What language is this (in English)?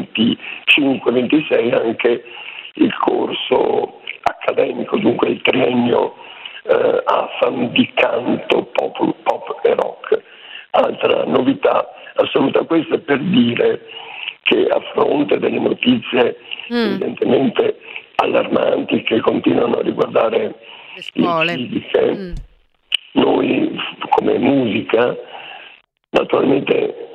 Italian